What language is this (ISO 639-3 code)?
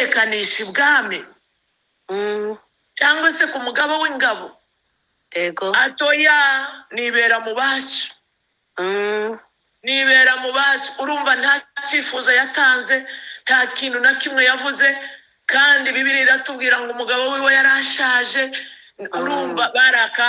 kin